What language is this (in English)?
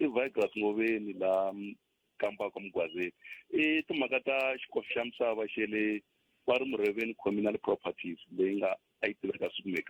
Tsonga